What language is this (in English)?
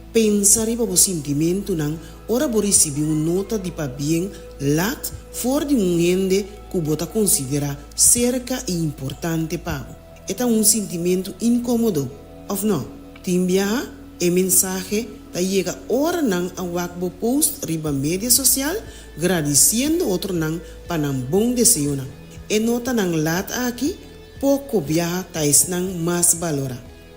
Papiamento